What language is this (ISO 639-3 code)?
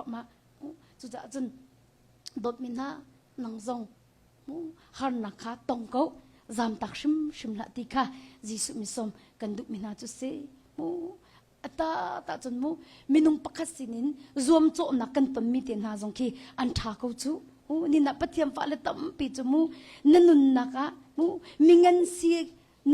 cnh